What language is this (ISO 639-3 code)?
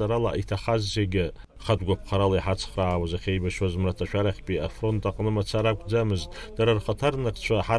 abk